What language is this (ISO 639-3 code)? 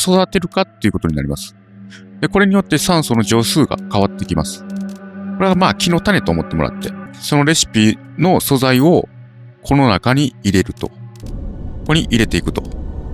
jpn